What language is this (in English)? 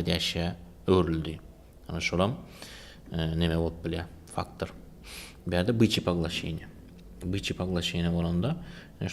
Turkmen